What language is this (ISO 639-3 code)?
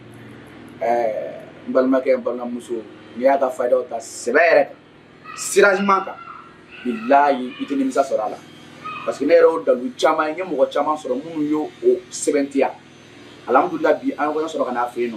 bam